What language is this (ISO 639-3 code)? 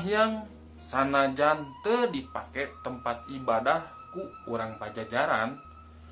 sun